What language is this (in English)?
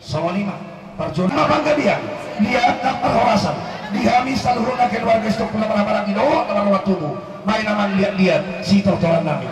Batak Toba